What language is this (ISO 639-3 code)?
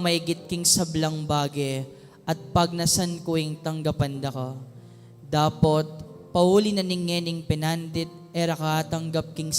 pam